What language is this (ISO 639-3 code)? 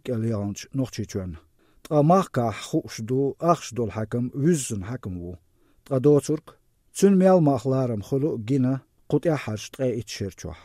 che